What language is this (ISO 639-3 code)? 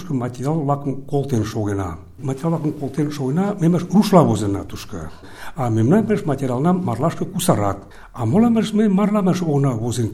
chm